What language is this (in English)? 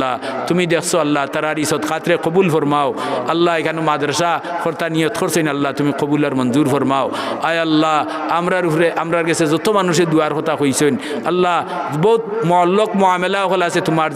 Sylheti